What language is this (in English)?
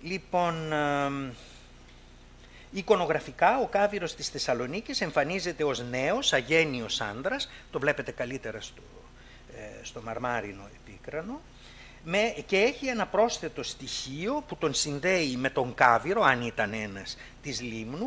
Greek